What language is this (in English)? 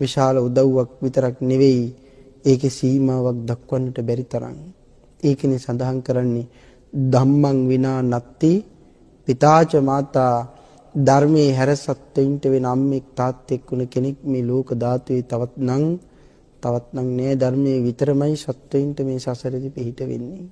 Sinhala